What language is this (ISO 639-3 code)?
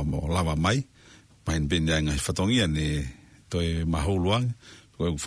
ton